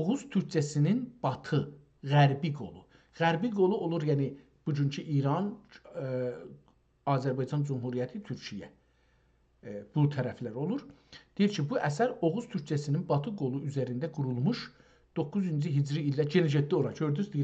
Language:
South Azerbaijani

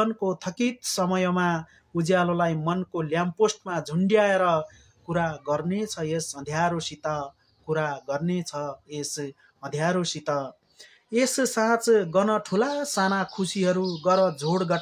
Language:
Nepali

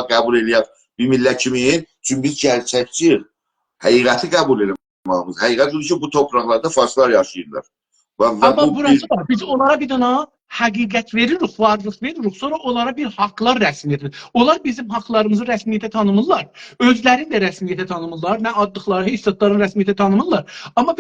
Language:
South Azerbaijani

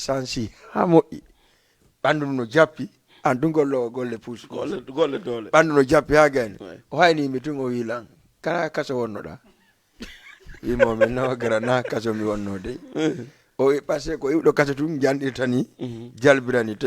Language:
Fula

